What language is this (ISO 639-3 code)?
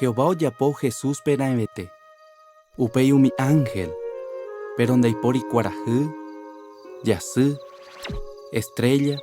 grn